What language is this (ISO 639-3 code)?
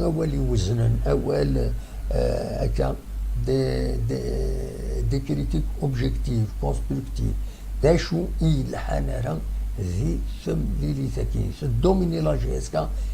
kab